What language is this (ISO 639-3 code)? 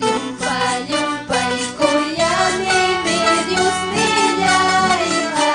quy